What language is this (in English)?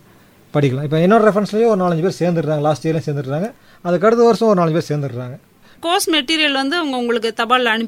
Tamil